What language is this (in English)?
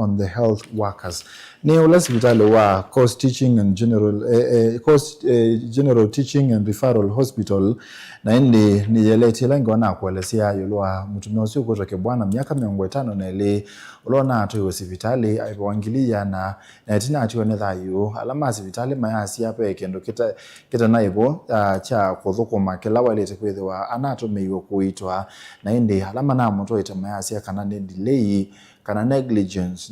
Kamba